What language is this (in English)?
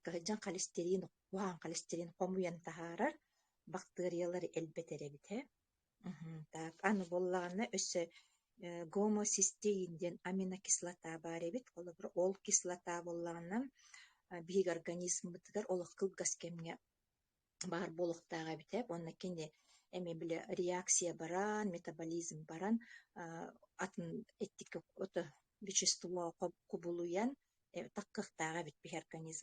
Yakut